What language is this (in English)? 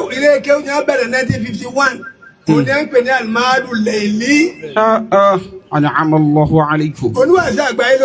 Yoruba